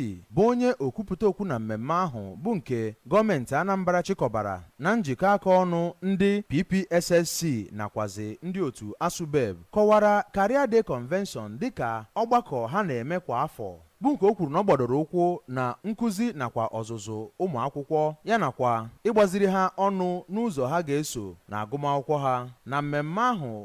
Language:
Igbo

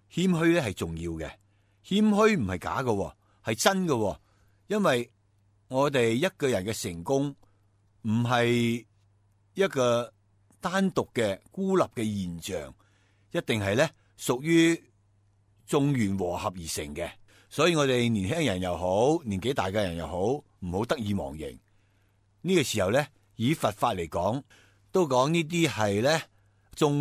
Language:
Cantonese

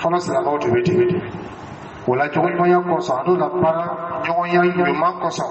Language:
Dyula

